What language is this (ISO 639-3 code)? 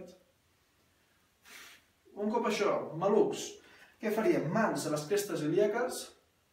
cat